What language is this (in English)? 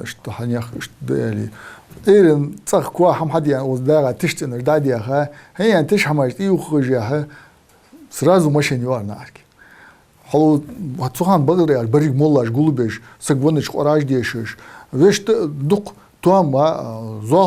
Ingush